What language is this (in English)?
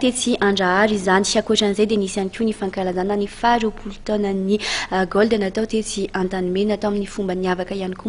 Malagasy